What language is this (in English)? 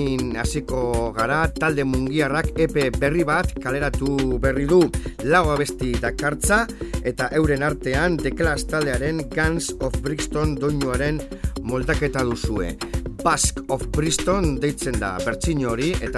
Basque